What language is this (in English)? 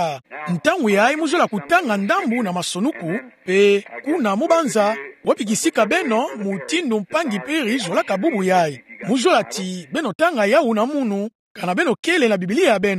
Kituba (Democratic Republic of Congo)